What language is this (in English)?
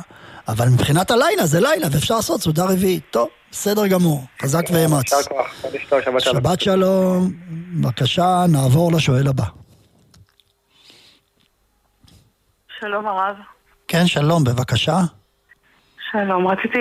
Hebrew